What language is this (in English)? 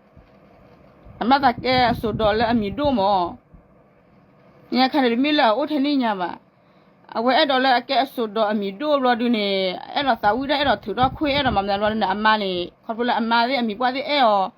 S'gaw Karen